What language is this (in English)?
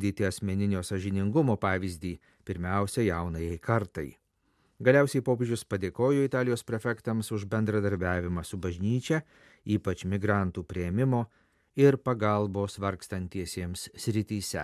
Lithuanian